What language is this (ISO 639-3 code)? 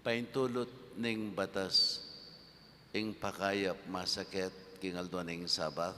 pam